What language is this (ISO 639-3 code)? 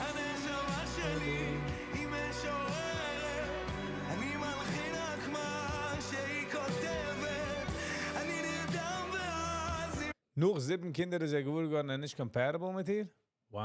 yid